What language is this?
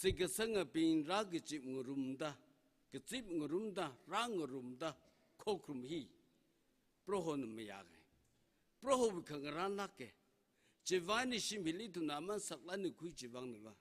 Tangkhul Naga (India)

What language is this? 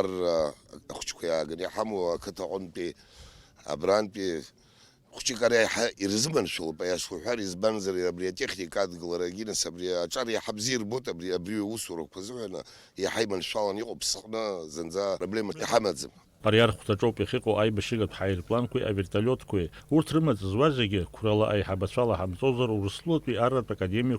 Abkhazian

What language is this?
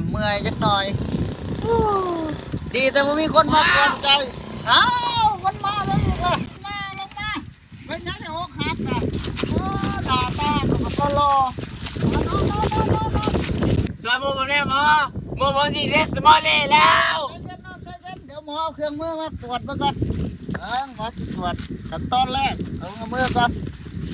Lao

